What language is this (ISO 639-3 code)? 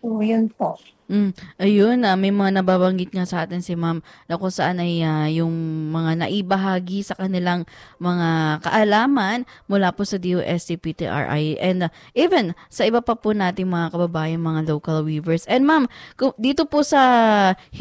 fil